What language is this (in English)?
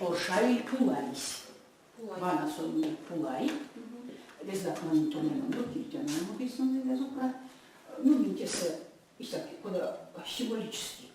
Erzya